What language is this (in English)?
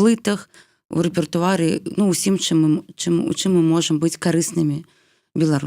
Belarusian